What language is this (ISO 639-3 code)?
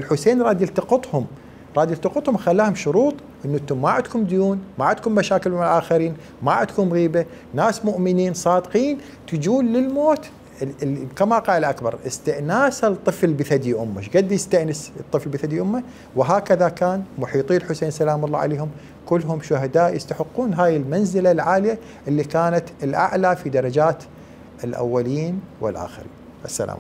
acm